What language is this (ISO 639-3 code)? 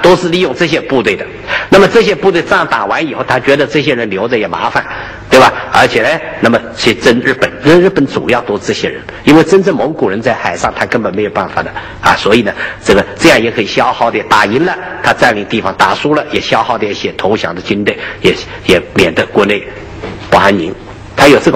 zho